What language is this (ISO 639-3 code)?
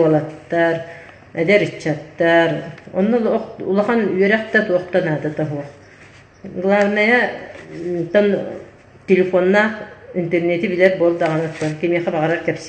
sah